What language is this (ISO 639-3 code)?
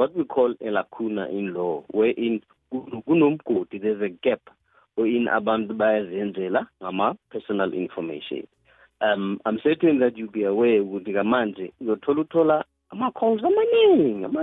nbl